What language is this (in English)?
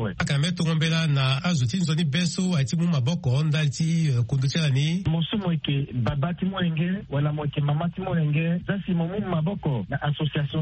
Sango